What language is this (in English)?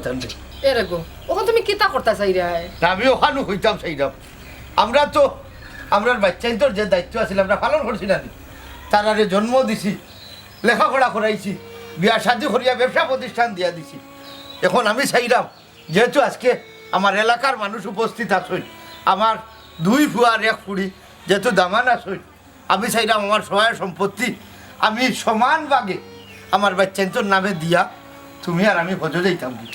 Sylheti